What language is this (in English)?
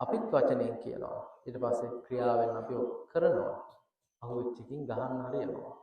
Sinhala